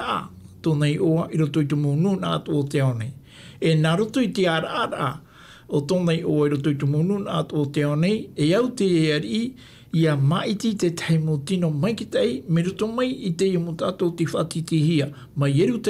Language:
Tahitian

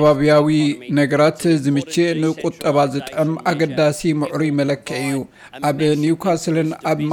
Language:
Tigrinya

